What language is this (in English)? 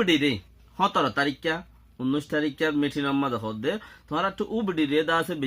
Rohingya